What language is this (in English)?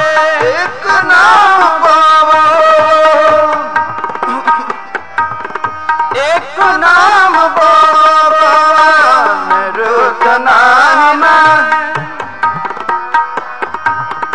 Punjabi